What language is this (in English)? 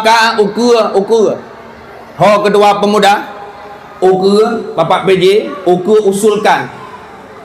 Achinese